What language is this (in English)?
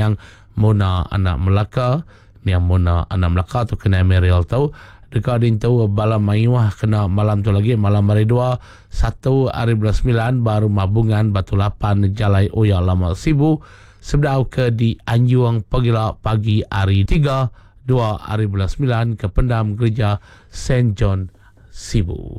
Iban